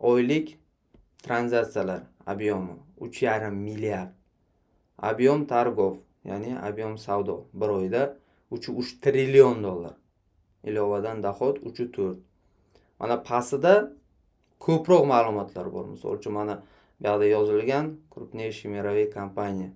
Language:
Uzbek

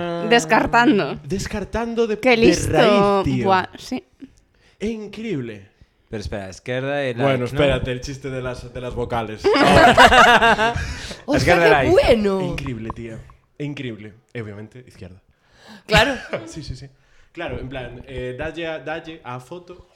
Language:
Galician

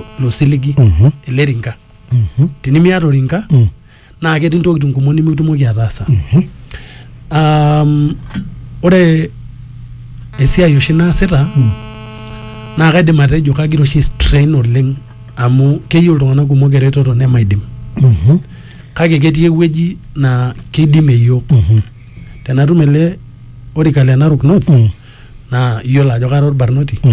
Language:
Masai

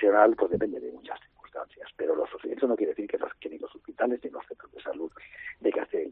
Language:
Spanish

